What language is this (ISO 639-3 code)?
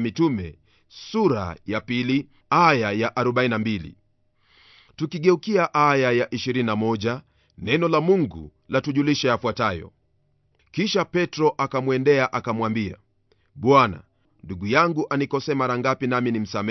swa